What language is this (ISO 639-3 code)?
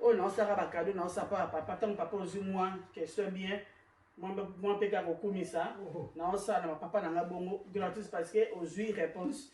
lin